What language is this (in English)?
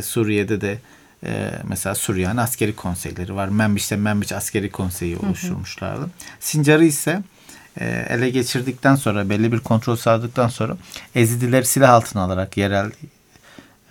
Turkish